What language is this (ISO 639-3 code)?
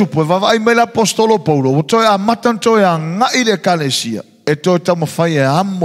smo